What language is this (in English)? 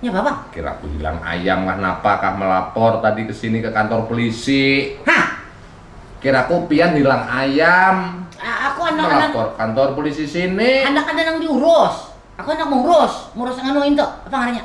Banjar